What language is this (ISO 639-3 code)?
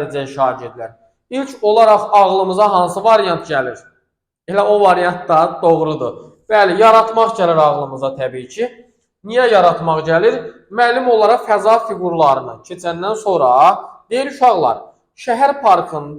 aze